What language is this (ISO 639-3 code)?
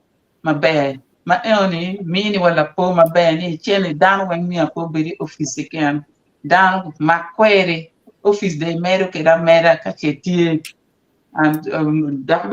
ach